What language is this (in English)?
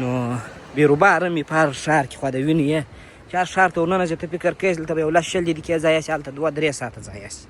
Pashto